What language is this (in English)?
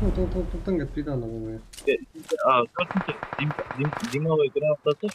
Kara-Kalpak